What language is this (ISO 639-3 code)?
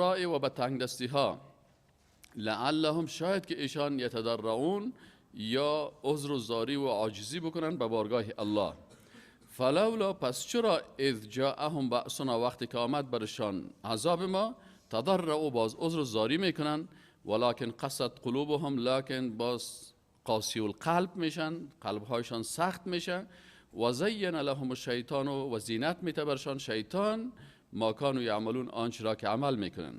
fas